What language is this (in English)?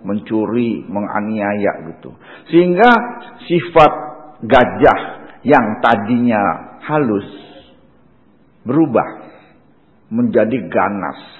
Indonesian